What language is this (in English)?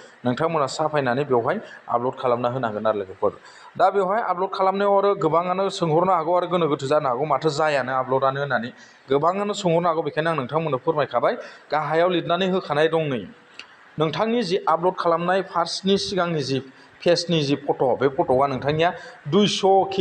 Bodo